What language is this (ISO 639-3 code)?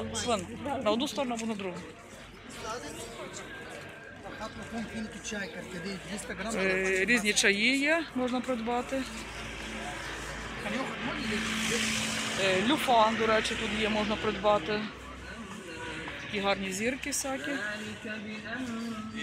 ukr